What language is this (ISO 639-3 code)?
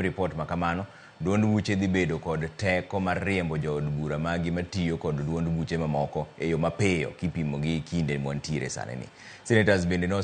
luo